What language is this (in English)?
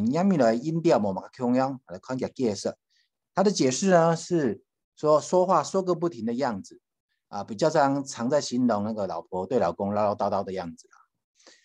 Hakka Chinese